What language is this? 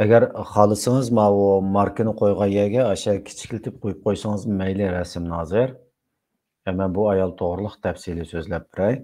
Uyghur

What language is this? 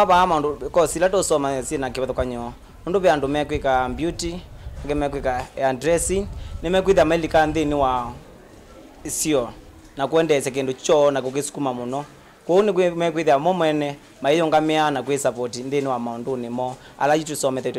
Kamba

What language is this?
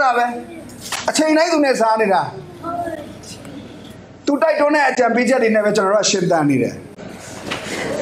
Burmese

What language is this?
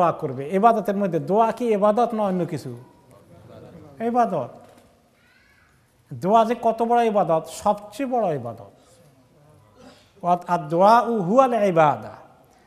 Bangla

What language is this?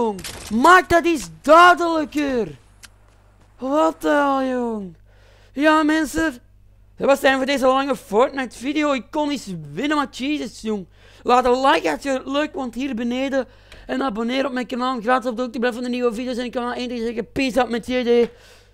Dutch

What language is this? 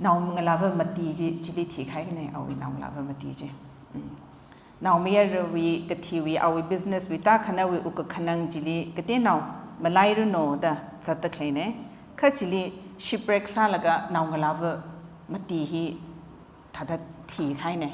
Tangkhul Naga (India)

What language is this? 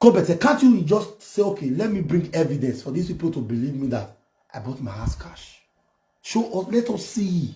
Nigerian Pidgin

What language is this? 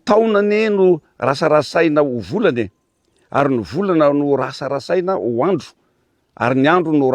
Malagasy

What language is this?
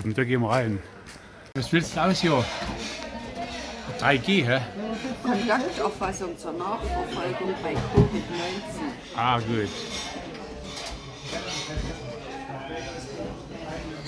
German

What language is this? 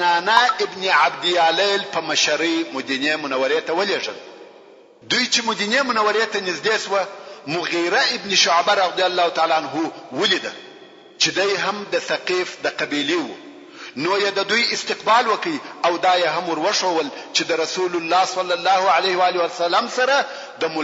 Pashto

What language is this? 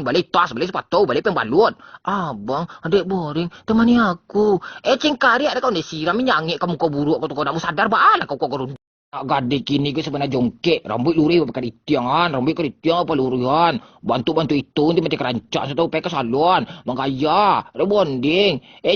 Minangkabau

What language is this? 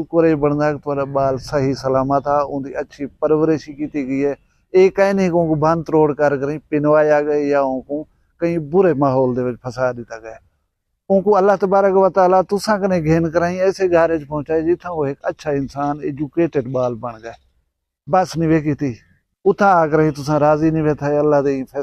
Saraiki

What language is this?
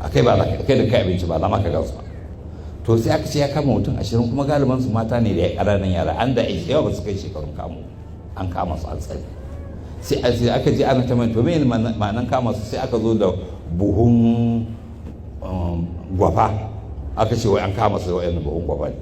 Hausa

